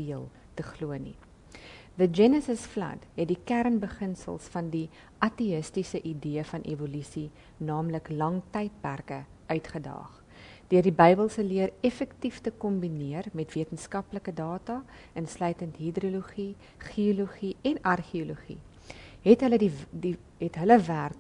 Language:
Afrikaans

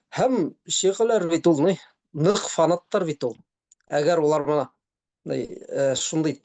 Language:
Bashkir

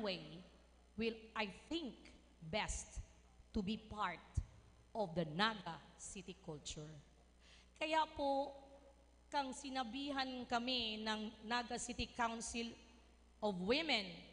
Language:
Bikol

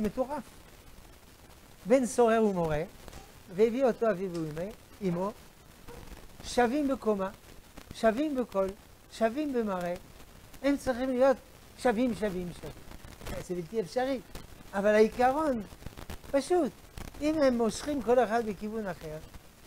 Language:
Hebrew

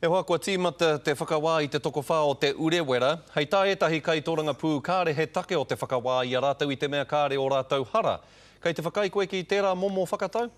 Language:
Māori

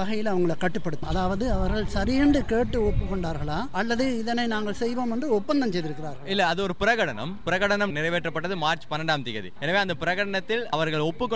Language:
Tamil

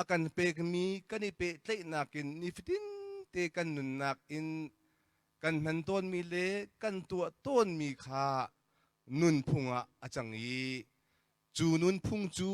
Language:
Hakha Chin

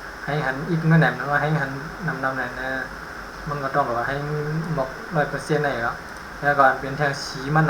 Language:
Shan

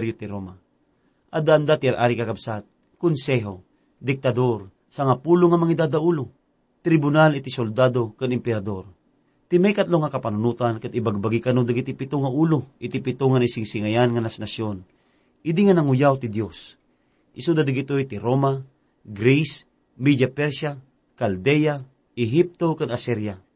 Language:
Iloko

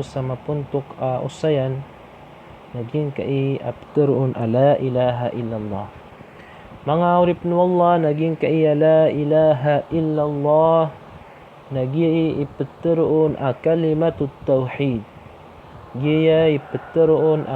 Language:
Maranao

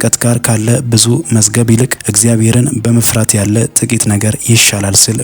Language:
Amharic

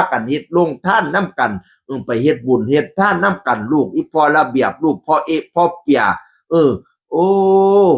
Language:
Northeastern Thai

